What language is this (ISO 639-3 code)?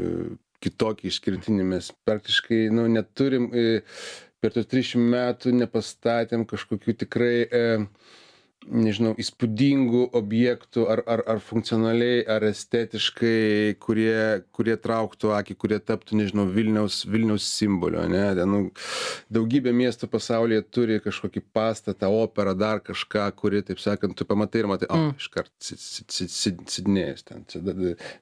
lit